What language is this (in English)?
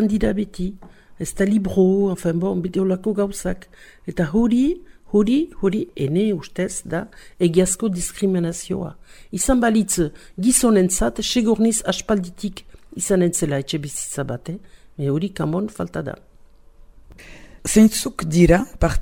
Basque